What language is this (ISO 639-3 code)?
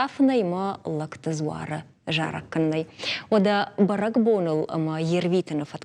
oss